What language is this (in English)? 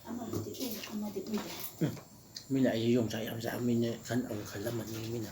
Manipuri